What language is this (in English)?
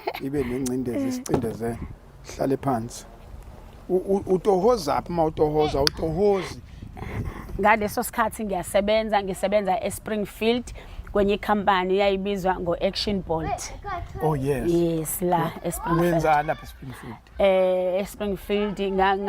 Zulu